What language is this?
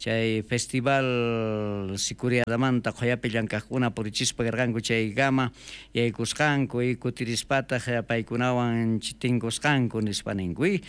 South Bolivian Quechua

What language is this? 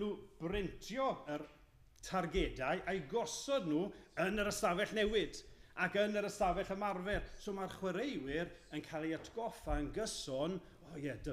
Welsh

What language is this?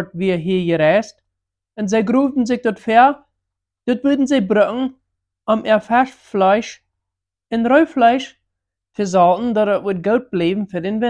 Plautdietsch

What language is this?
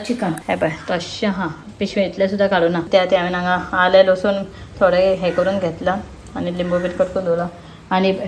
Konkani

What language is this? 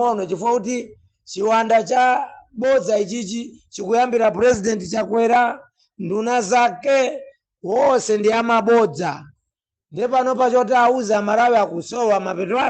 Nyanja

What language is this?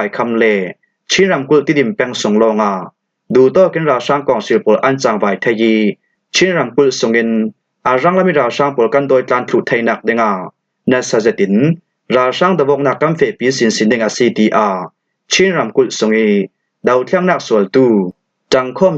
Falam Chin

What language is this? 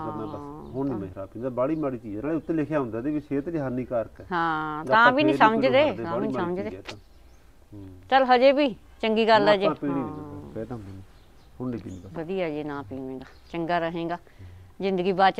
Punjabi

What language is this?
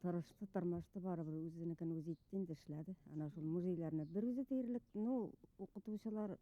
Bashkir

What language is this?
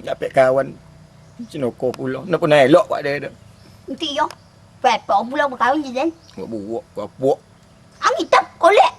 Minangkabau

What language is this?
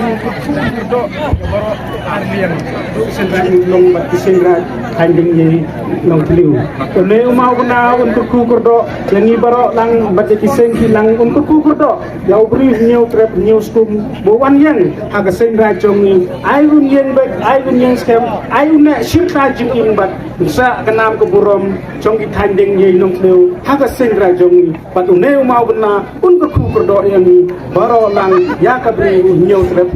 Khasi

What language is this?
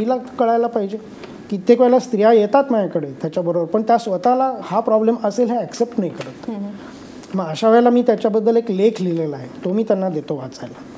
Marathi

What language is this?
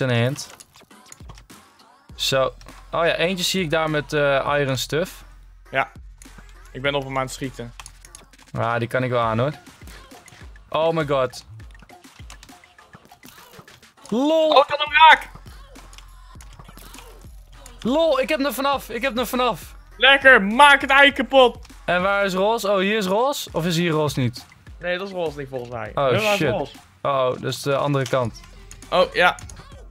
Dutch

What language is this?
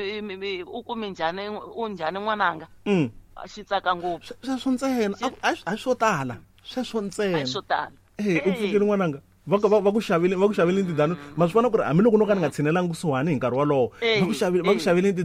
Tsonga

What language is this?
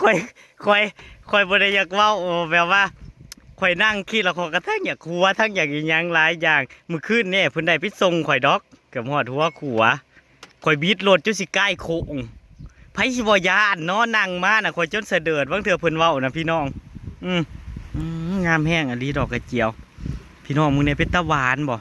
Northeastern Thai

